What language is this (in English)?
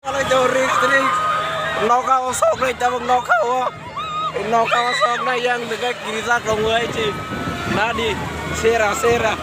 Kok Borok